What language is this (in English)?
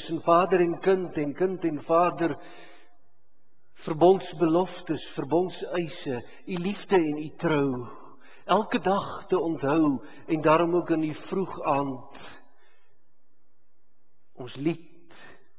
Afrikaans